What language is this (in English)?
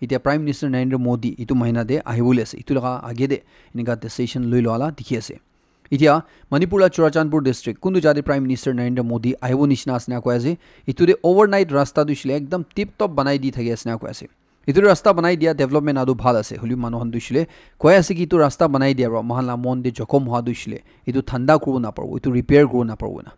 Naga Pidgin